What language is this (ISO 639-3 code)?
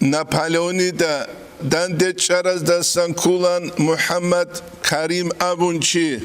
ava